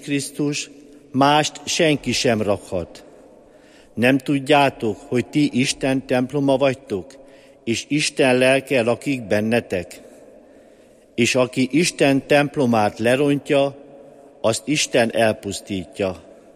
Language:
Hungarian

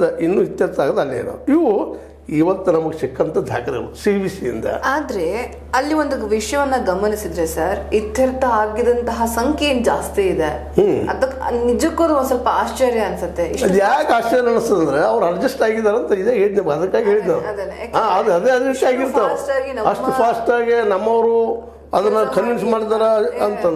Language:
Kannada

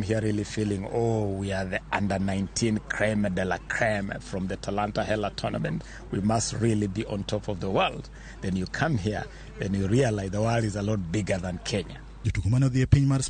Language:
Luo (Kenya and Tanzania)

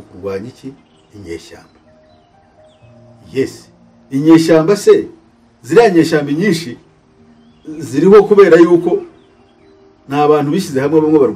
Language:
Kinyarwanda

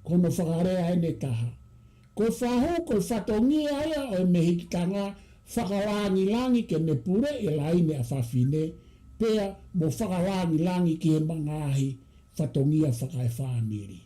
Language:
Tongan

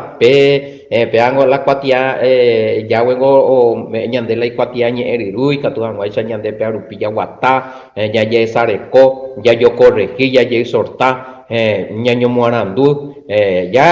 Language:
Guarani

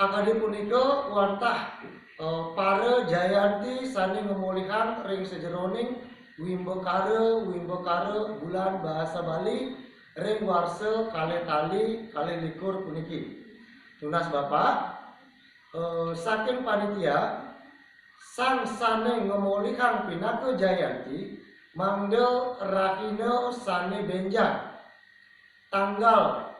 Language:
Balinese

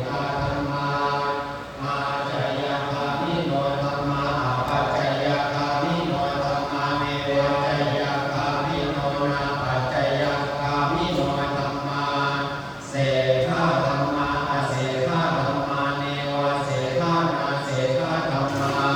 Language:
Pali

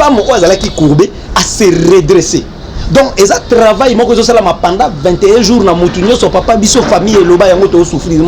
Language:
Lingala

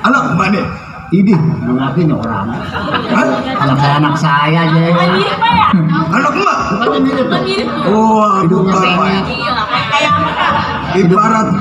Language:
Betawi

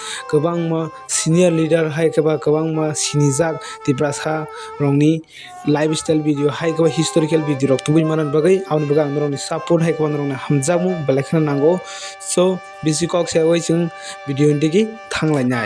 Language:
Kok Borok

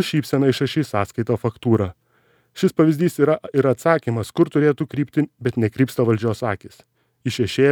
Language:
Lithuanian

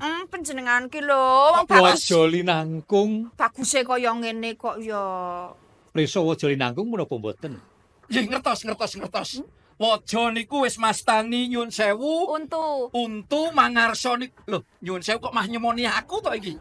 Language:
Javanese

